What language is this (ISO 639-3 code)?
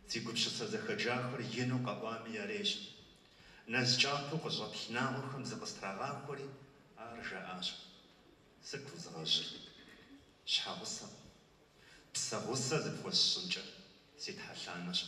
kbd